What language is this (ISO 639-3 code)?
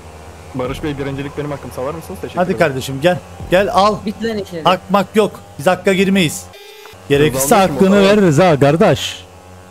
tur